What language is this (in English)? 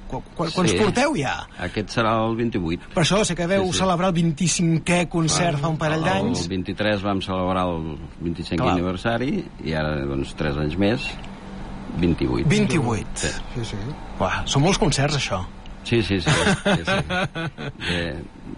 Catalan